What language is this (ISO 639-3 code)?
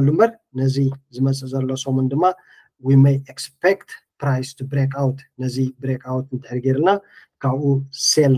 tir